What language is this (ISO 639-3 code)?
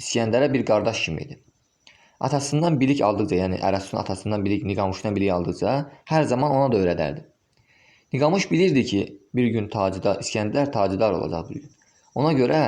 aze